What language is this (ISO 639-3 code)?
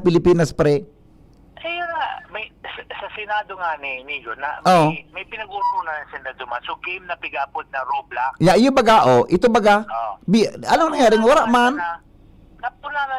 bik